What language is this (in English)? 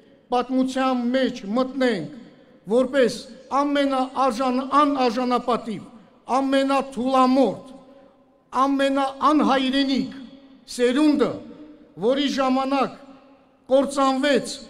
Armenian